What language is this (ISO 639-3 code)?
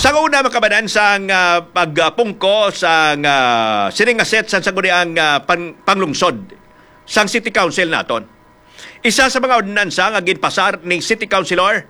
hil